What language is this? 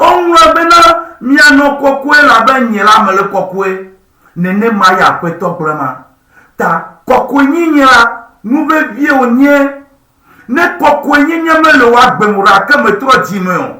Ewe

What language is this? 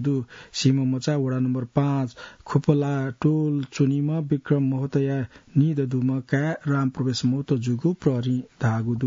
Newari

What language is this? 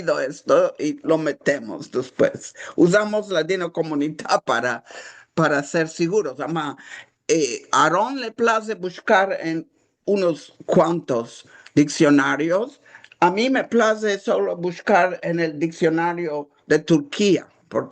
Ladino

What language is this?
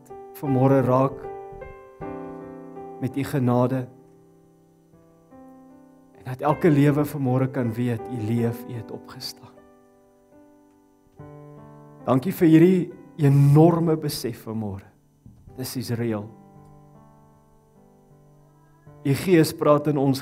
Afrikaans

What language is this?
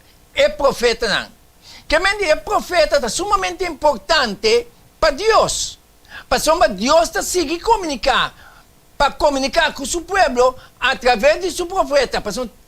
Papiamento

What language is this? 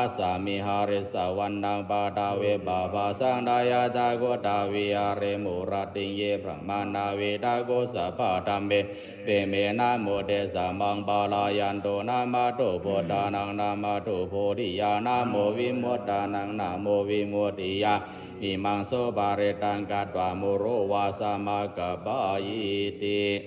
Pali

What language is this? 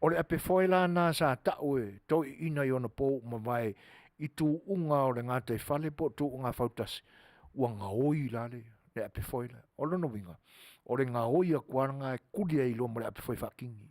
Samoan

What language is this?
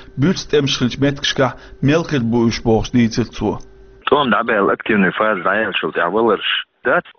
Chechen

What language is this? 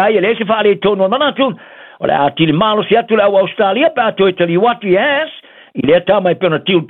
Samoan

